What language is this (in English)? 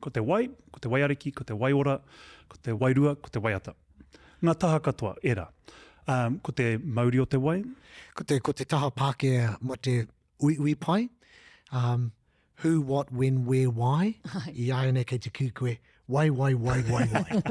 Māori